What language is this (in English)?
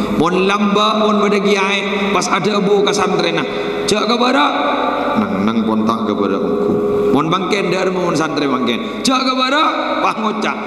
Madurese